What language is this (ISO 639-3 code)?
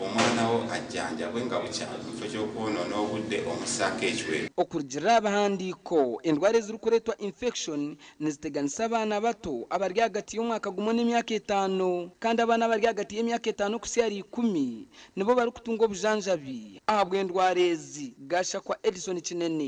nyn